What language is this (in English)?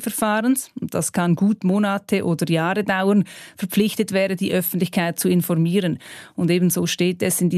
German